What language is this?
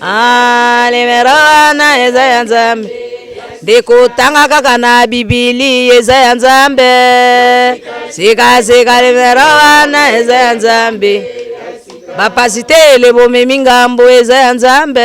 Lingala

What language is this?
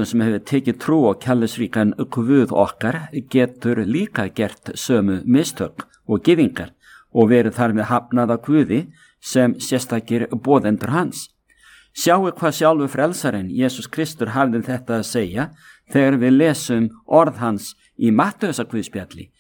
Icelandic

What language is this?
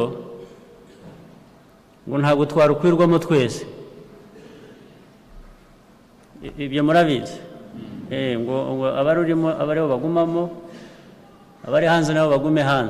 Kinyarwanda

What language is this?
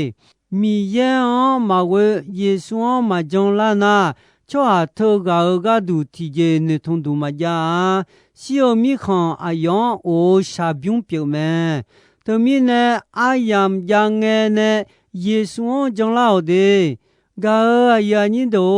Akha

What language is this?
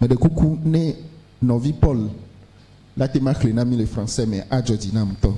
Ewe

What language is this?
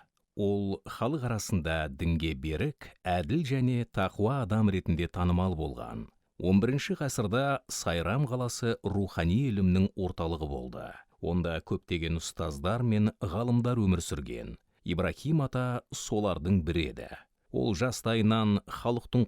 Kazakh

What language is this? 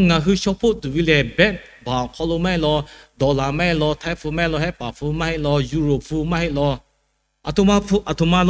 Lahu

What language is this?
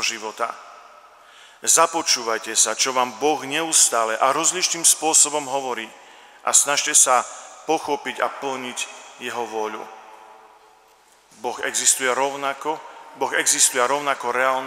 Slovak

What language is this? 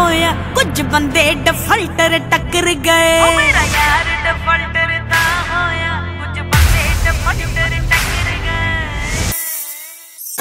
Punjabi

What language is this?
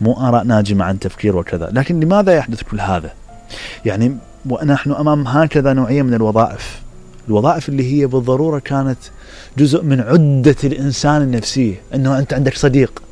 Mesopotamian Arabic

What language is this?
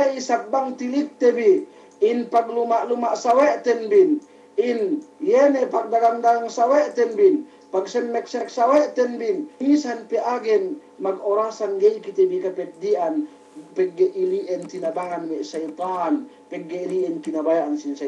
Yakan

